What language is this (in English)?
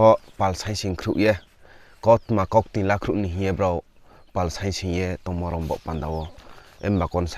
Riang (India)